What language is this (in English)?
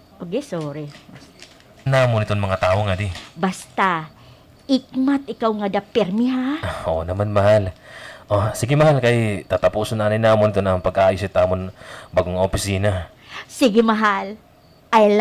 Waray